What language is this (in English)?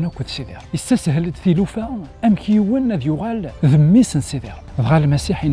Kabyle